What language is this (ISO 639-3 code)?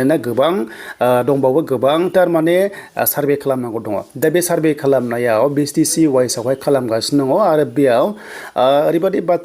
brx